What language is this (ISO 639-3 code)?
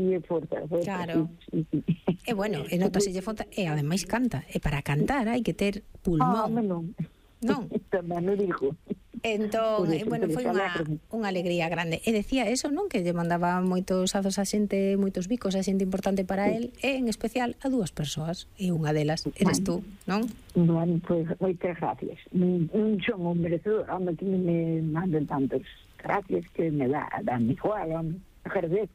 glg